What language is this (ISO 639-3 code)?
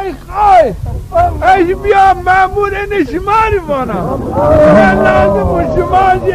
zza